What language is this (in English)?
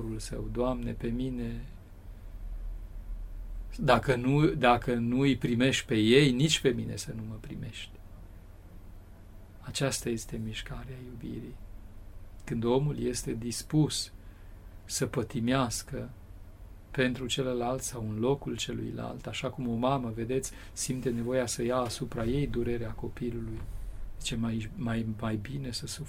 Romanian